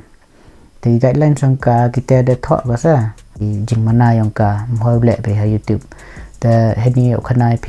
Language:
Khasi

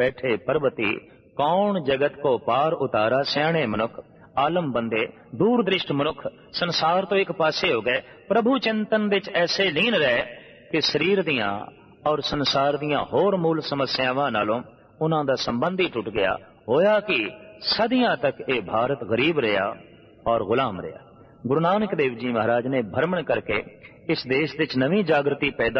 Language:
Punjabi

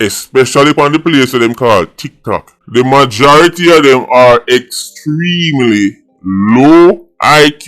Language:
Jamaican Creole English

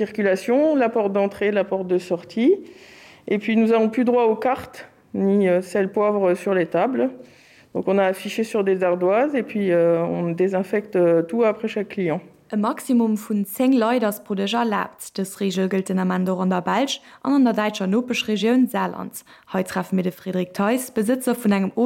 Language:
Luxembourgish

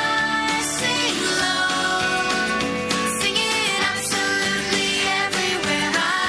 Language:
Ao Naga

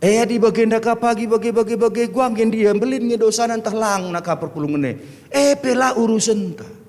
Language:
Batak Karo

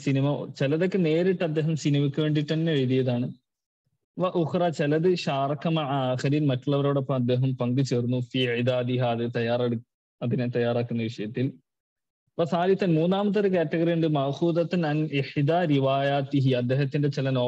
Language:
Malayalam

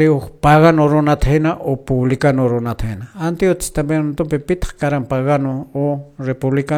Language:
Quechua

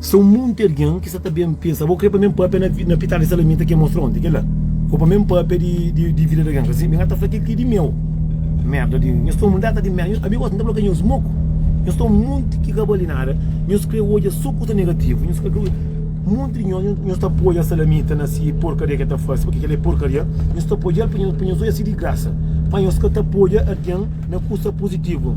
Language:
Kabuverdianu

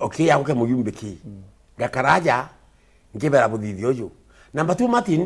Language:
Meru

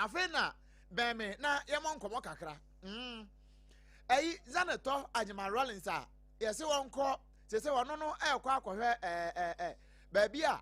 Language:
Akan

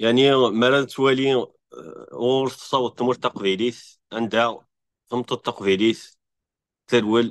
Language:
Kabyle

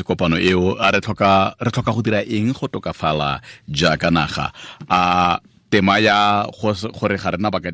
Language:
Tswana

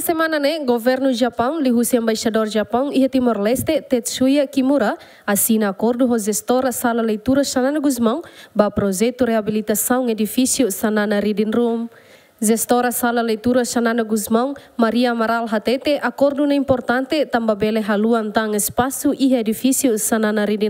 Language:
Tetum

